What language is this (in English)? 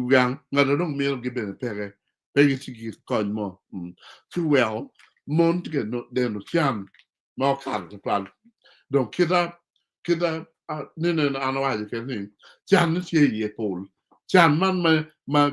Acoli